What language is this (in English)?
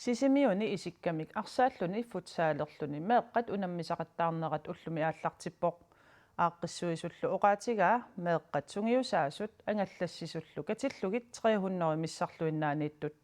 Kalaallisut